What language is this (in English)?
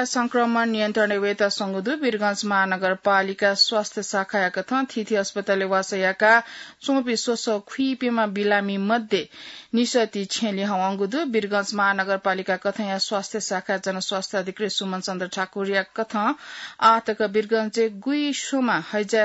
Newari